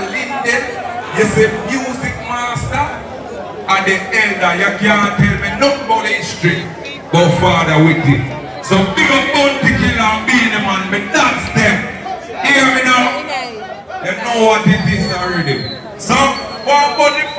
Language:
Jamaican Creole English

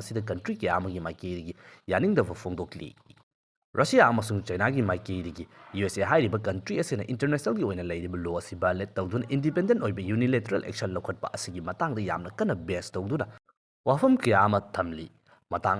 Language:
Manipuri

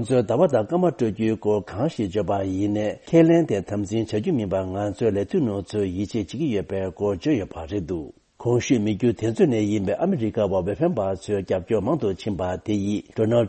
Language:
Tibetan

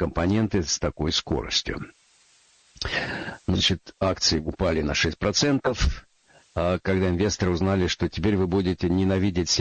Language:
Russian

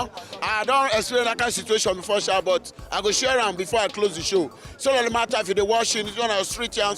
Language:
Nigerian Pidgin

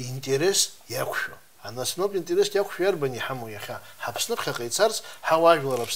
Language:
Abkhazian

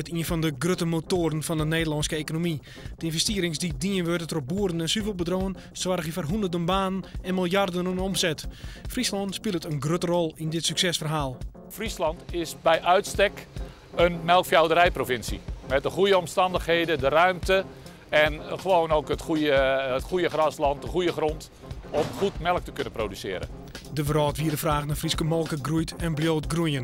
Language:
Western Frisian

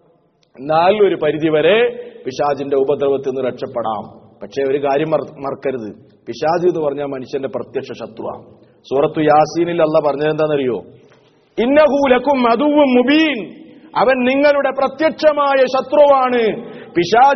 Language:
Malayalam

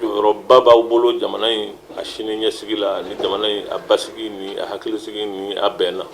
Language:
Bambara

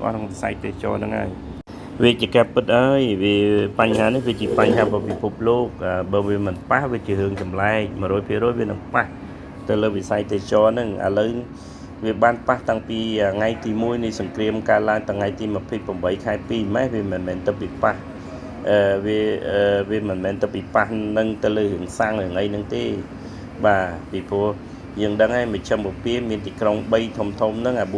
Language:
Khmer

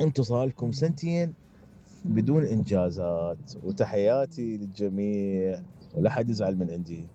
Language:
Mesopotamian Arabic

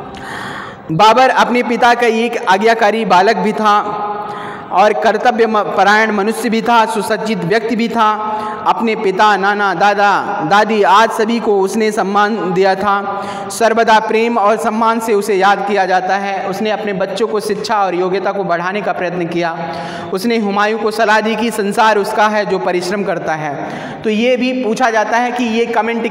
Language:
Hindi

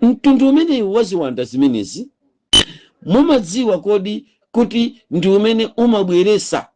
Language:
Nyanja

